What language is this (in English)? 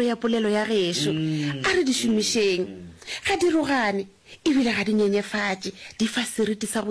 Northern Sotho